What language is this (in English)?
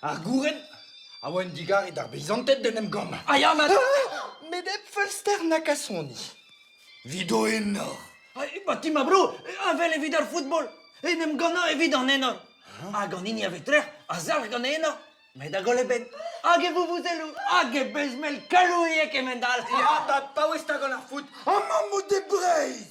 Breton